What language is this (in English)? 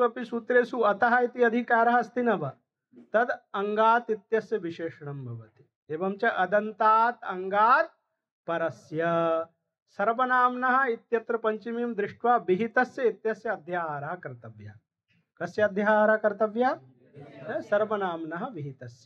Sanskrit